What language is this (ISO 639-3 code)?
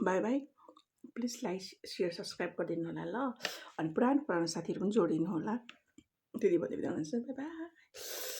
nep